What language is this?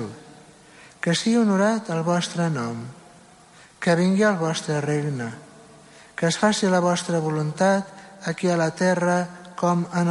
Catalan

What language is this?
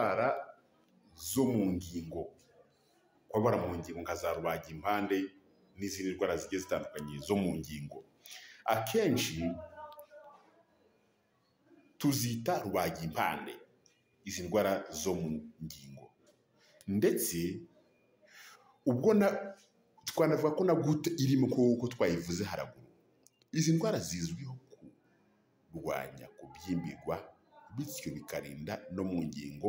Kinyarwanda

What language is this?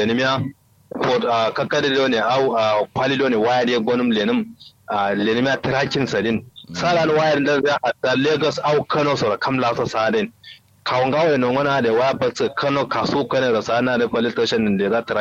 Kanuri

